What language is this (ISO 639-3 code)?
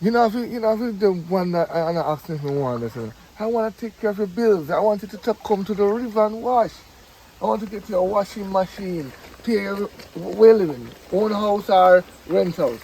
jam